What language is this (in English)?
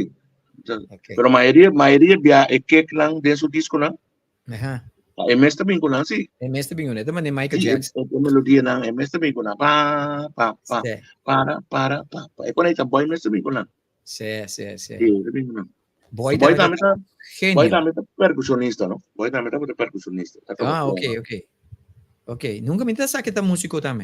Papiamento